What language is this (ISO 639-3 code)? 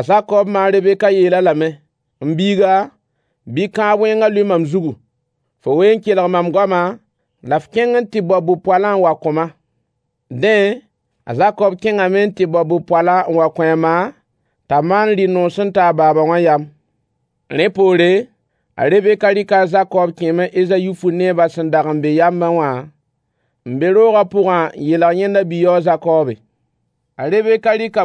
mos